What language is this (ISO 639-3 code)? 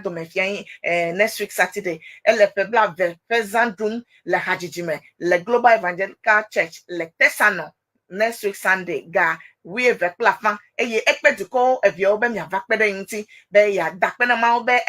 ewe